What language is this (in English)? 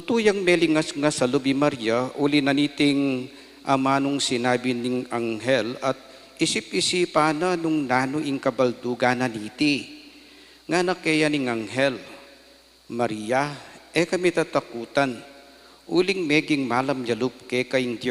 Pampanga